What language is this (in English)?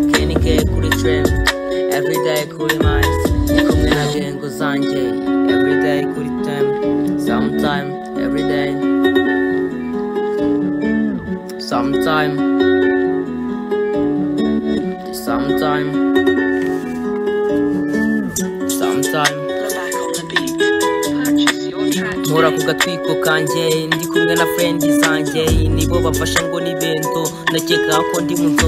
Kinyarwanda